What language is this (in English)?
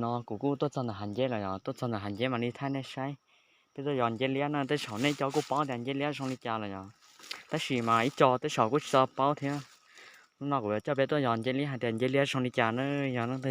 Hmong